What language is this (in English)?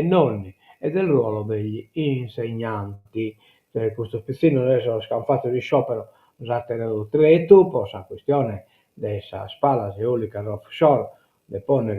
Sardinian